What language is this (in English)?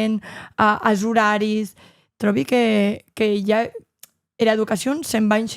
Occitan